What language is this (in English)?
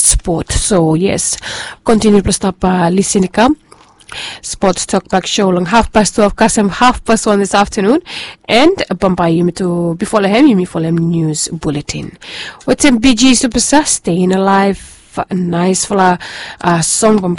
Bislama